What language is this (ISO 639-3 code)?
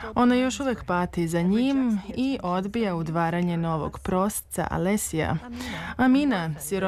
srp